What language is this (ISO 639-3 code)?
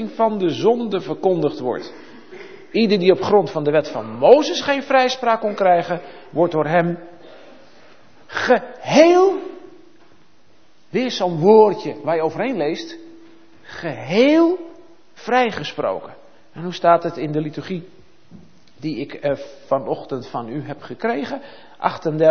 nld